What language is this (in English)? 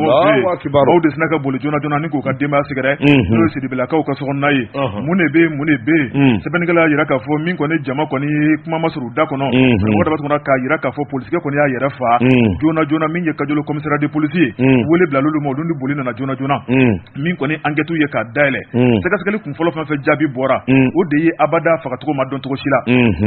Bambara